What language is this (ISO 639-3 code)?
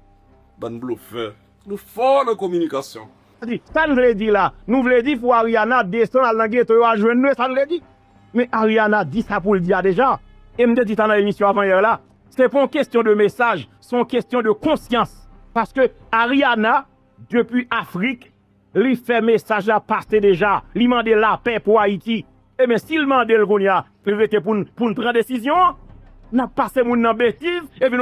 hat